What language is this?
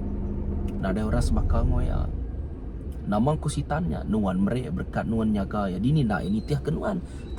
Iban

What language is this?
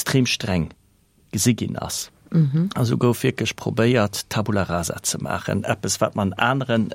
Luxembourgish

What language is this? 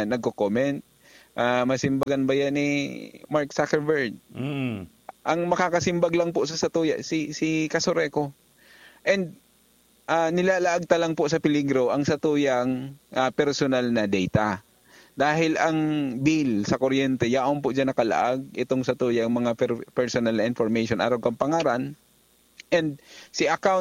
Bikol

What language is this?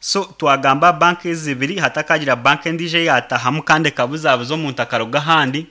Nyankole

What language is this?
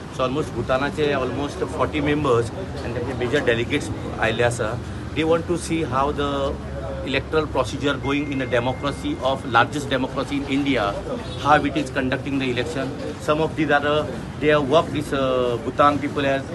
Konkani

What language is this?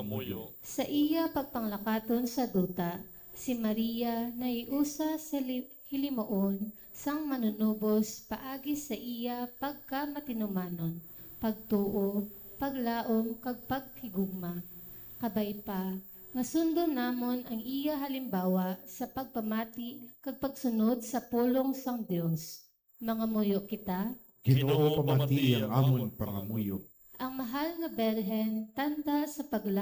Hiligaynon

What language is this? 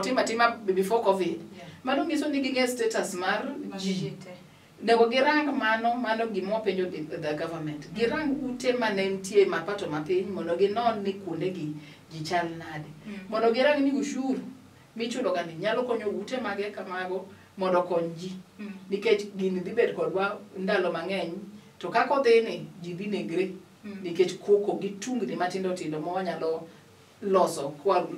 Luo (Kenya and Tanzania)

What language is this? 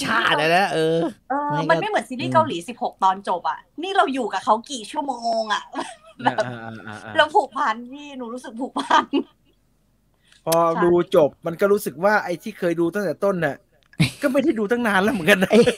Thai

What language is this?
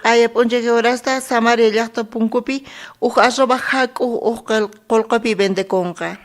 South Bolivian Quechua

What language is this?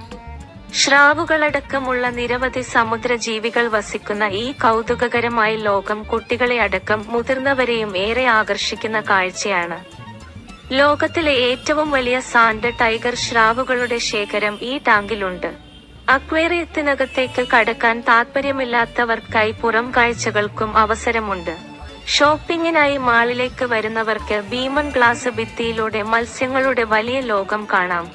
Malayalam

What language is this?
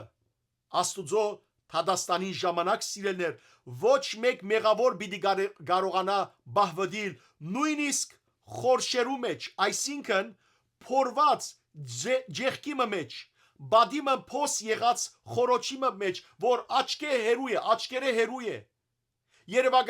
Western Armenian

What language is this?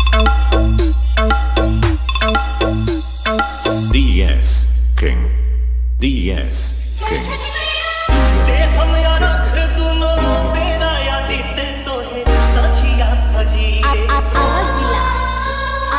Bhojpuri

